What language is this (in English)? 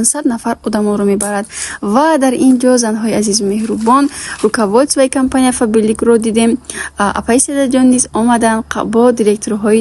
Tajik